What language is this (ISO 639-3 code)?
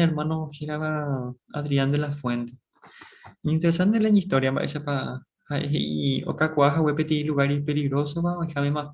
grn